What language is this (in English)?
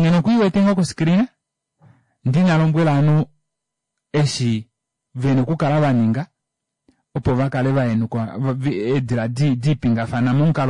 Kuanyama